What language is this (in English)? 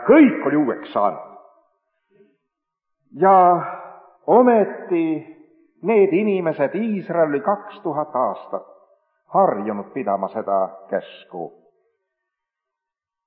Estonian